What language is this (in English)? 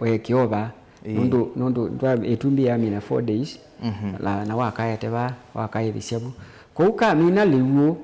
Kamba